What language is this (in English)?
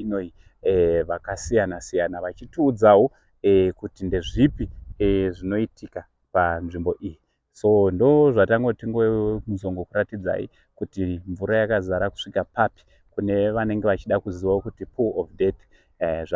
Shona